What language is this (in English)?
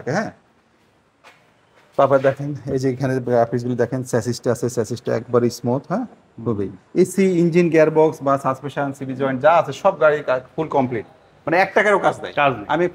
Bangla